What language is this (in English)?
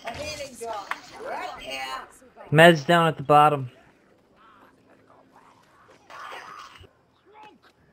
English